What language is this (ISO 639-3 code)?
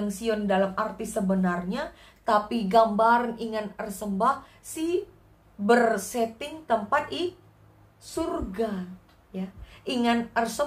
btx